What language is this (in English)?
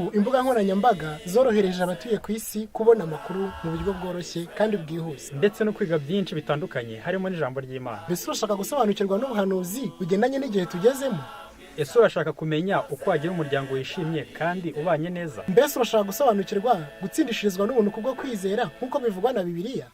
Kinyarwanda